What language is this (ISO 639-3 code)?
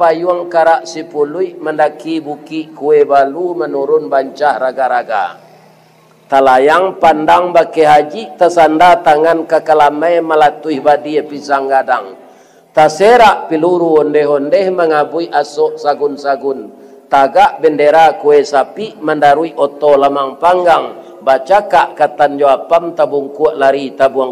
min